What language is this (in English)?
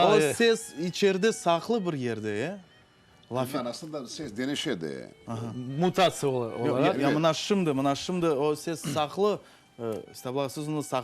Crimean Tatar